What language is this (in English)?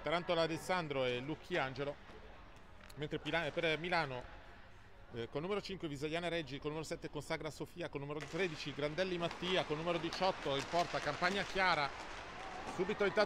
Italian